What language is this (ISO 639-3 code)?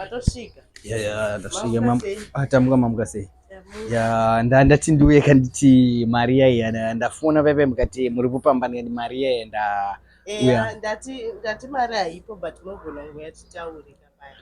sna